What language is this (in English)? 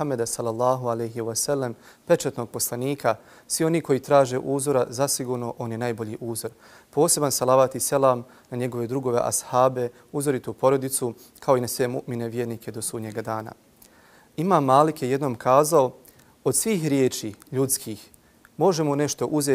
Bosnian